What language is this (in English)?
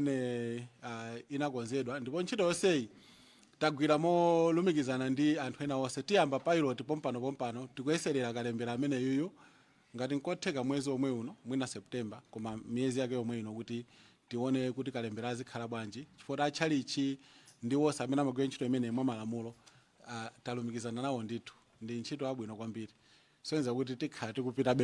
Nyanja